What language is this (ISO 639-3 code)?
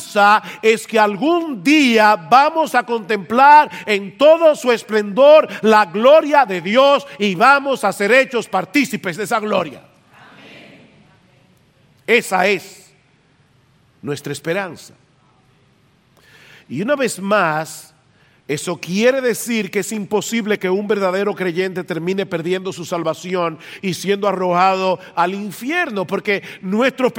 spa